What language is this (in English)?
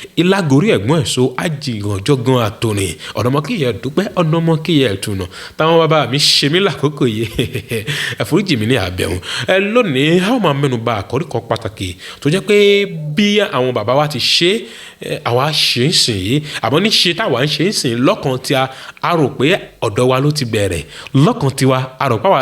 Yoruba